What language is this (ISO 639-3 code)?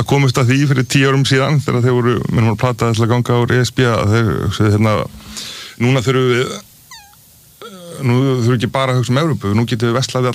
isl